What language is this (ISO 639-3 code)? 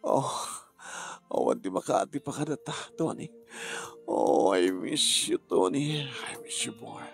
ilo